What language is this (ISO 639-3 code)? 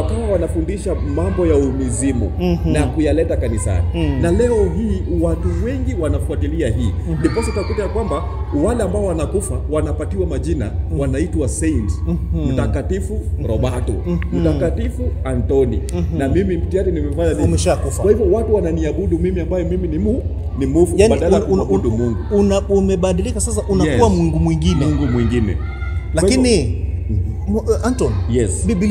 swa